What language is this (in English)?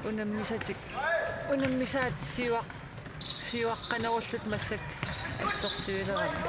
Kalaallisut